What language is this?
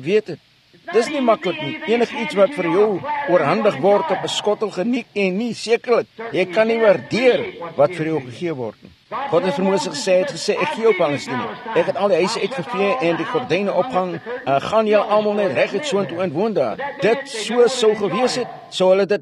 Afrikaans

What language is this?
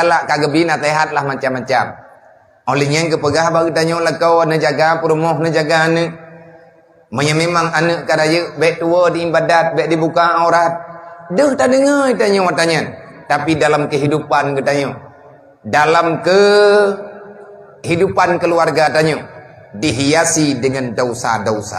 Achinese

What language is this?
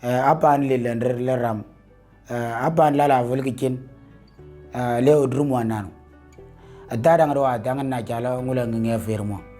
Moro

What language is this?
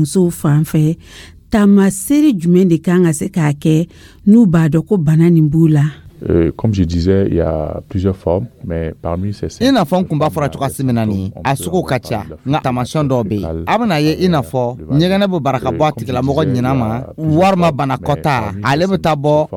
Dyula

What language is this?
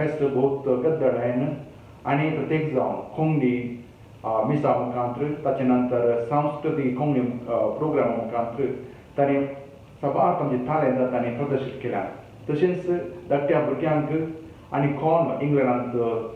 Konkani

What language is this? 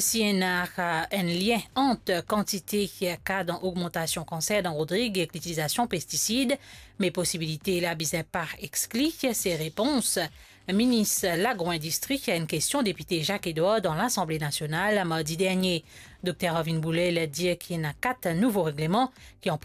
Morisyen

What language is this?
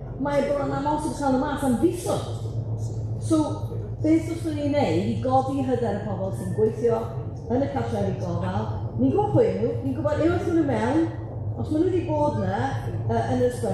Welsh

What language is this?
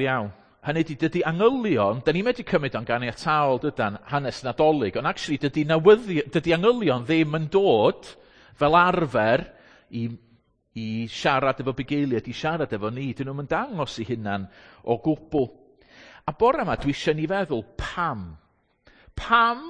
Welsh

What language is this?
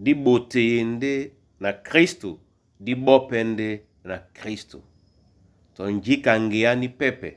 Duala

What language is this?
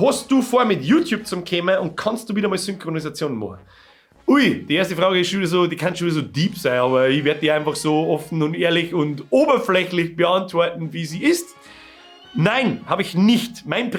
Bavarian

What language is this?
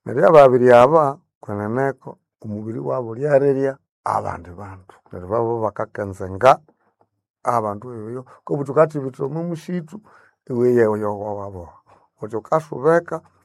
Nande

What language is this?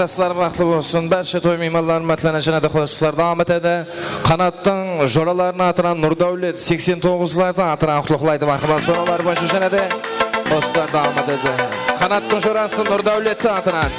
Kara-Kalpak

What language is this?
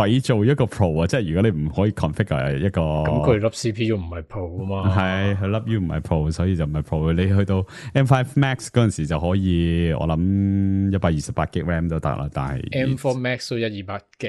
Cantonese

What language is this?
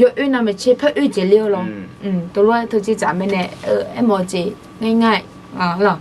Akha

